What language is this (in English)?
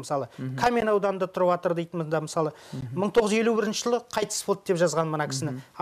Kazakh